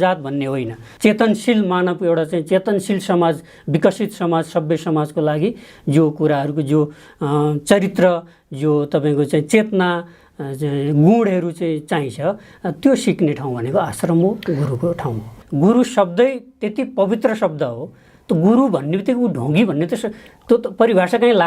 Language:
Nepali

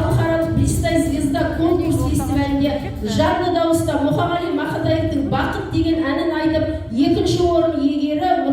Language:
Kazakh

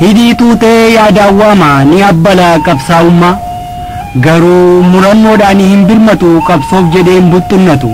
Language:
Oromo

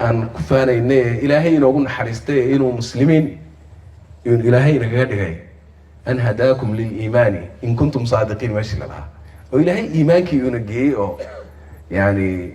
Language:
Somali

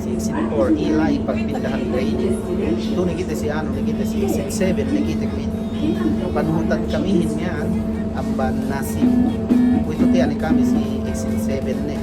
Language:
Yakan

